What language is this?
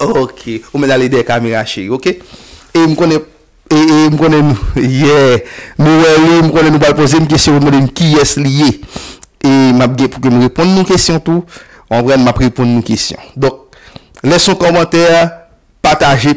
Haitian Creole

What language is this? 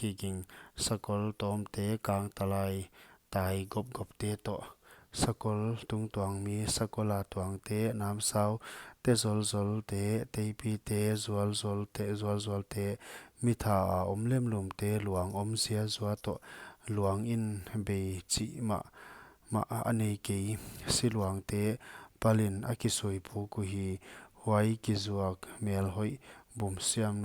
Paite Chin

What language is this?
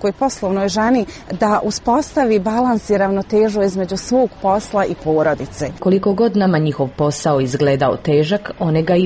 Serbian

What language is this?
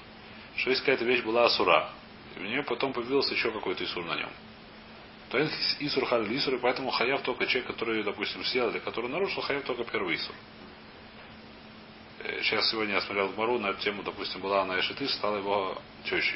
Russian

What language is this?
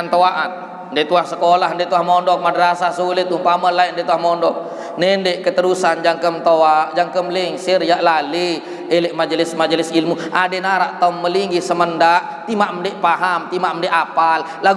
Sasak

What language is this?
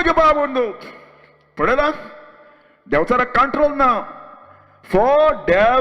Konkani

